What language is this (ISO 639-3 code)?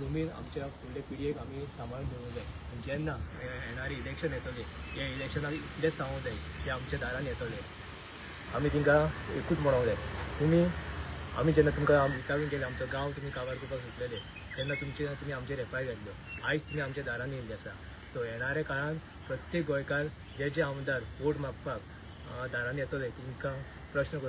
kok